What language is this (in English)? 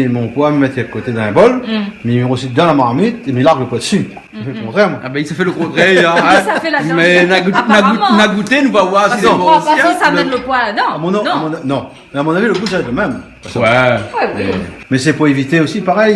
Réunion Creole French